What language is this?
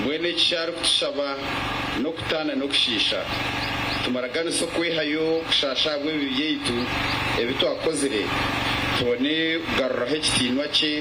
Nyankole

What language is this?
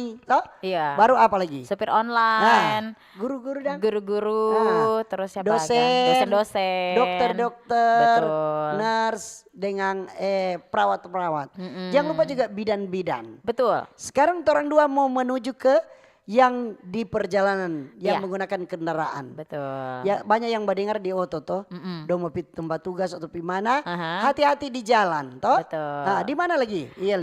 Manado Malay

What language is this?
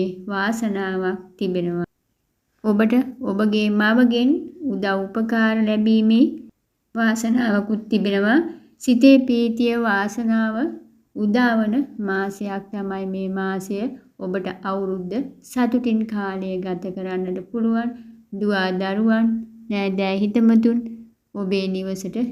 Sinhala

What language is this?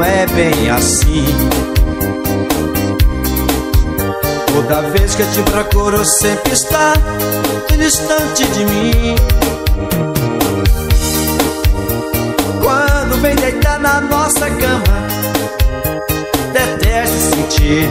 Portuguese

